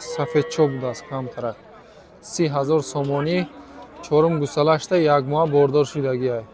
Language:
Tajik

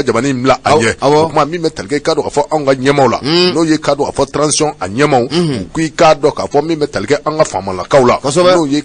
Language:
Bambara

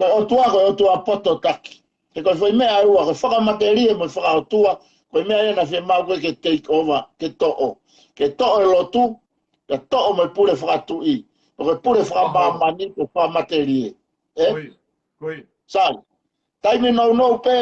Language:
Tongan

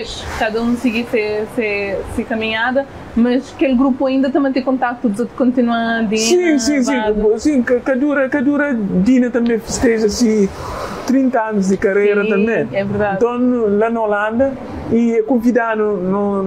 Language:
Kabuverdianu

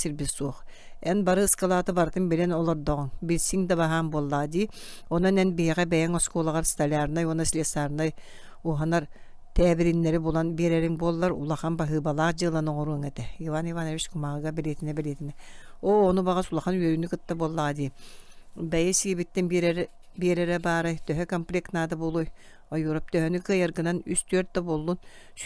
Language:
Yakut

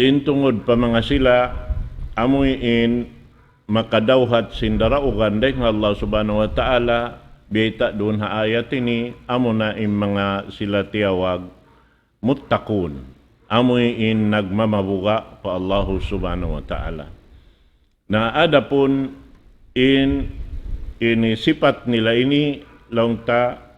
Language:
Tausug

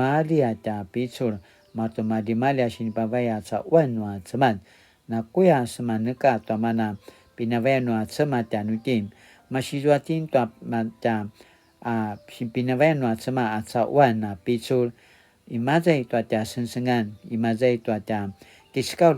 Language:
Paiwan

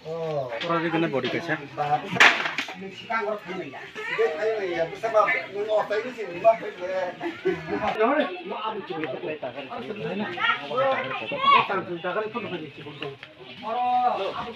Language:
Kok Borok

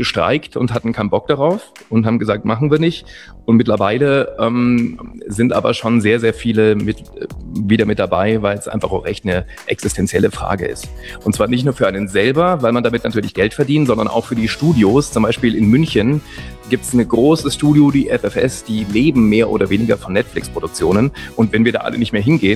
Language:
German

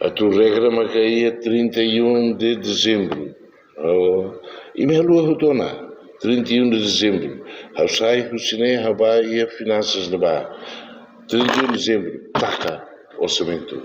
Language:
Tetum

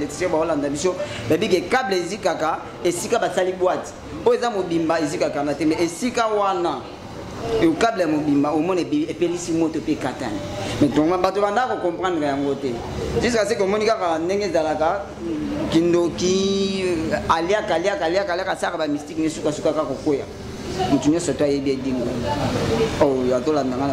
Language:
Lingala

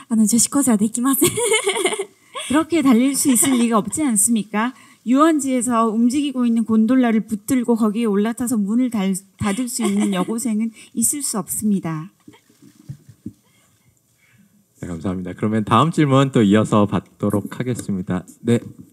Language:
Korean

